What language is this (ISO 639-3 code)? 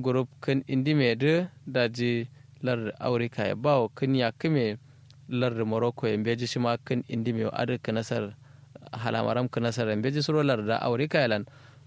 kau